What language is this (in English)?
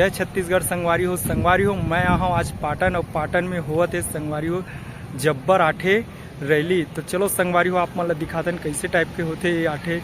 Chhattisgarhi